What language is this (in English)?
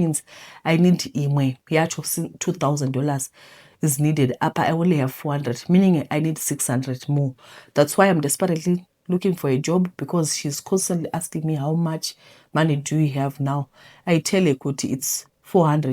Shona